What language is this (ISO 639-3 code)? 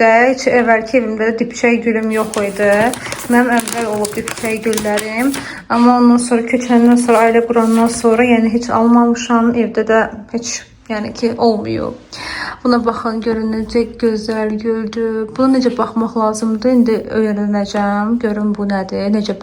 aze